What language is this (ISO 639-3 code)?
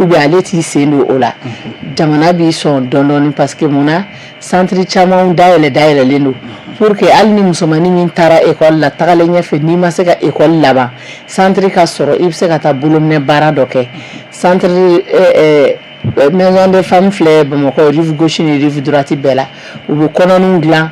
bam